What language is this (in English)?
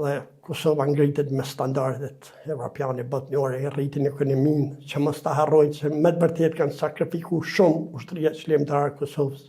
Albanian